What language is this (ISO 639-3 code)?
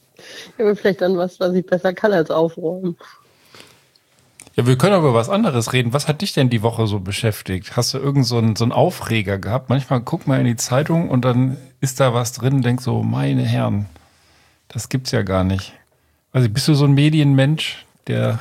deu